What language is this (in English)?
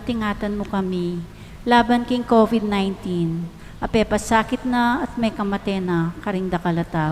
Pampanga